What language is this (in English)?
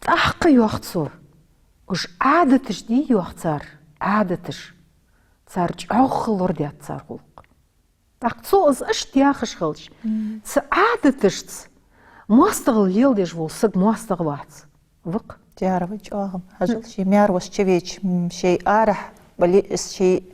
Ingush